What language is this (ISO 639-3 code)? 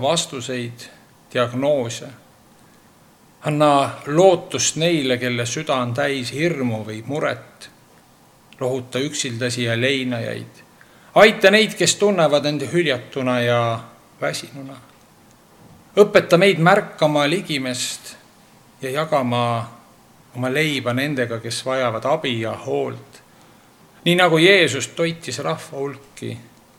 est